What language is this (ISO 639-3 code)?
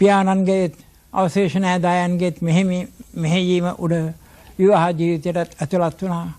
sin